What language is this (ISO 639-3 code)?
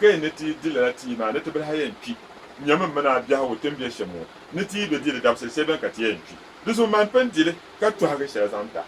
dag